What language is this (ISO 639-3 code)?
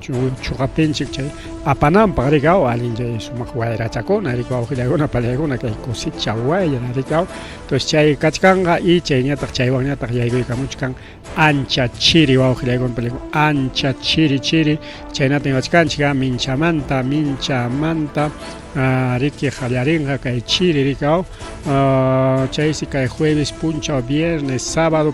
quy